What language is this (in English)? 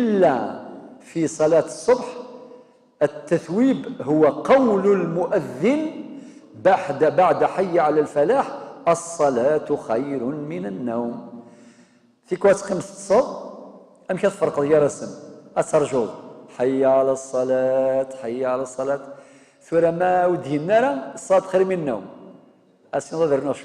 Kabyle